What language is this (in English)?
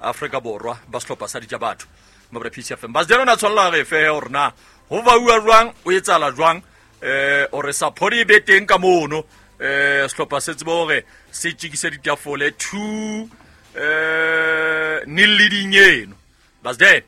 Southern Sotho